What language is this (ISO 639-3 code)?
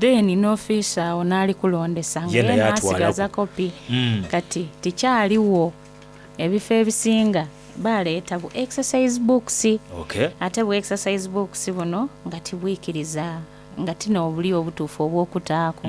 xog